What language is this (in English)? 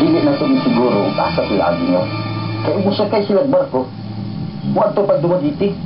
Cebuano